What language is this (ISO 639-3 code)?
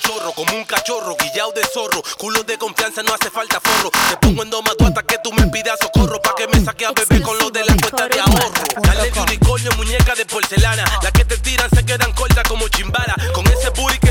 spa